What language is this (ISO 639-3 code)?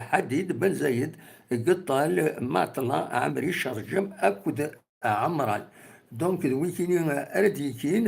kab